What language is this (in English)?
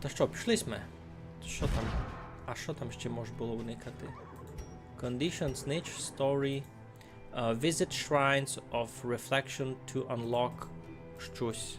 Rusyn